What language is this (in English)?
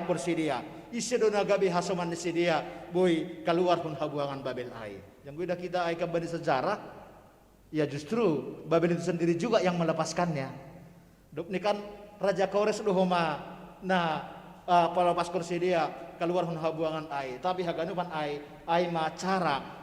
Batak Simalungun